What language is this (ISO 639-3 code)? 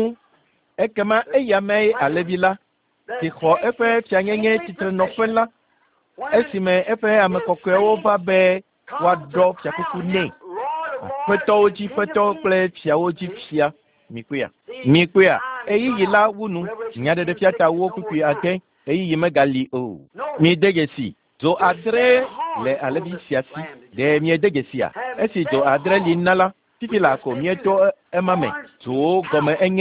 ewe